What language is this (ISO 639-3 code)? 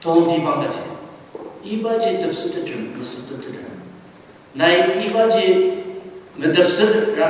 njo